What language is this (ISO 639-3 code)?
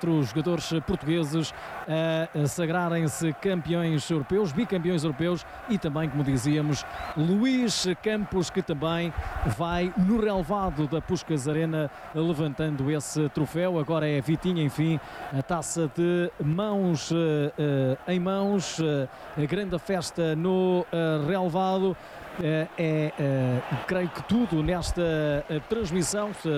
por